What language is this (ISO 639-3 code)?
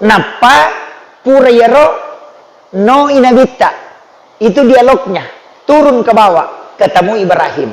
bug